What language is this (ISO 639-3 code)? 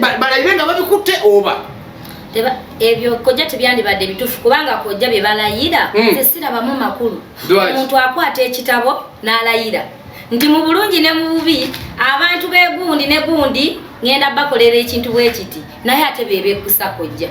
lug